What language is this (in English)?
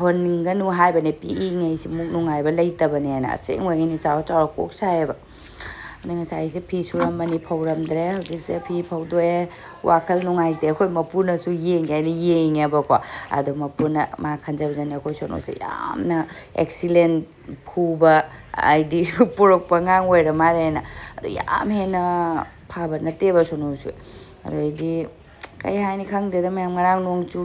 Manipuri